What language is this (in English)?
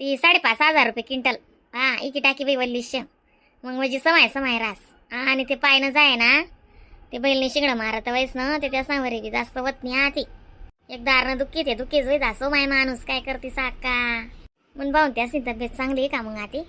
Khandesi